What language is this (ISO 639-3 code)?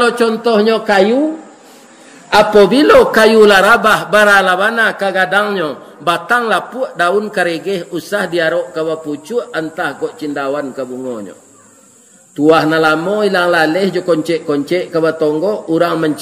min